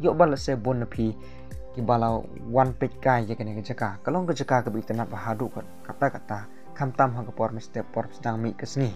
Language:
Khasi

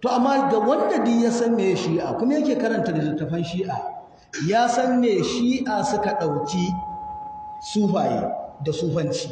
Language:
Hausa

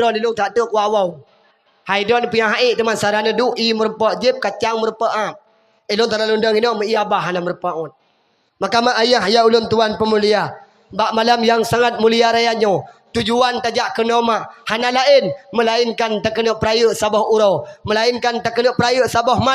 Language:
Achinese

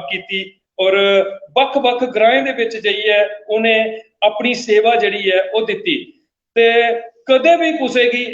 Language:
Dogri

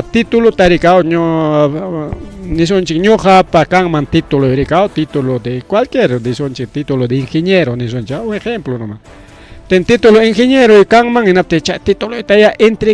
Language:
Ayacucho Quechua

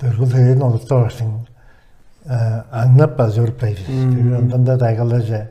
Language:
Tuvinian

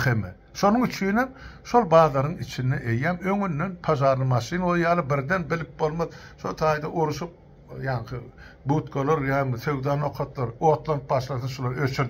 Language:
Turkmen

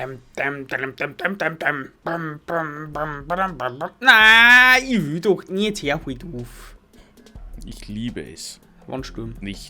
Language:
Bavarian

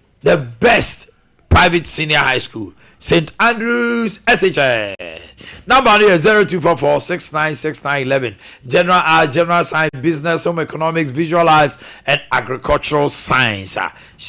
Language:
Akan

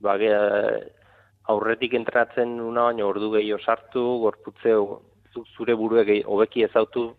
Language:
Basque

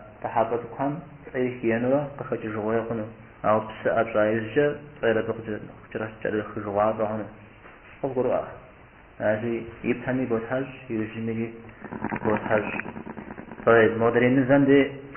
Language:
Kabardian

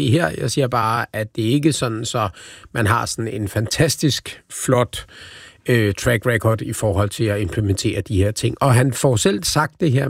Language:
Danish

